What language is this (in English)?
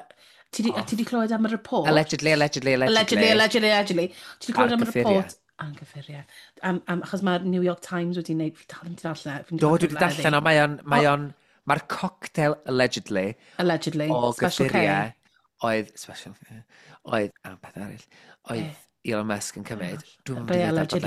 Welsh